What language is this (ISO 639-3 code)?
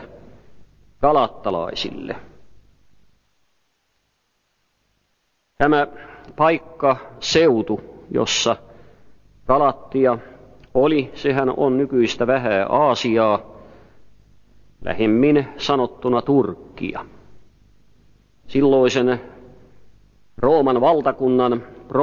fin